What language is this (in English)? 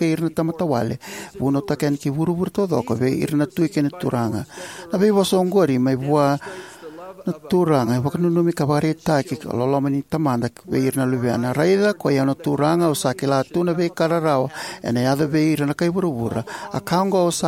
Fijian